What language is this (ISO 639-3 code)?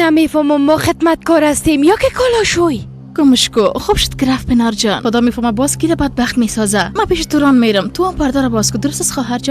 fas